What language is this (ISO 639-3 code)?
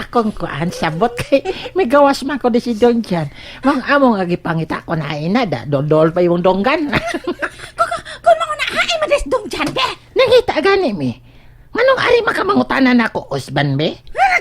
ceb